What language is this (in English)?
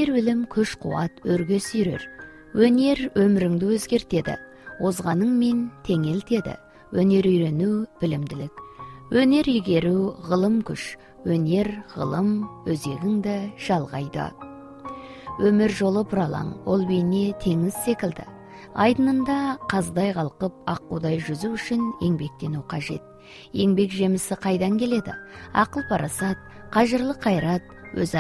Kazakh